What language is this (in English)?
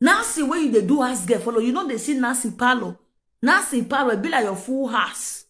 Nigerian Pidgin